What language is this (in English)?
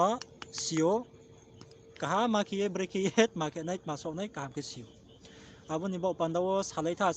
Riang (India)